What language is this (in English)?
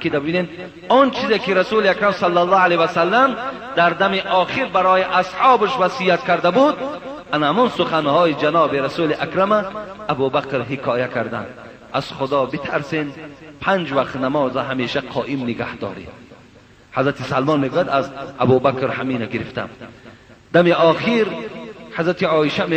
Persian